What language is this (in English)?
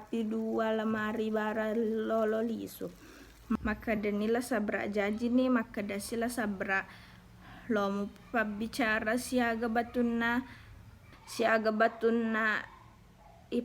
Buginese